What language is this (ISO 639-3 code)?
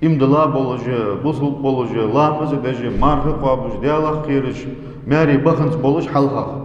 inh